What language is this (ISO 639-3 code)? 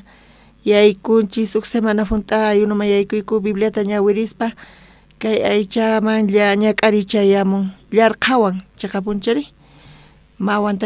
quh